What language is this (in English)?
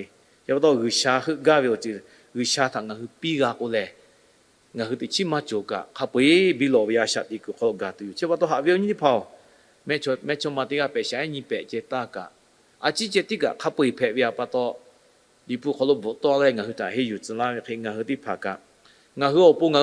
Lahu